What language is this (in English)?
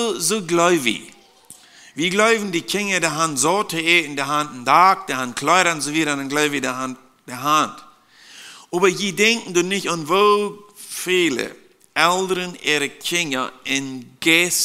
Plautdietsch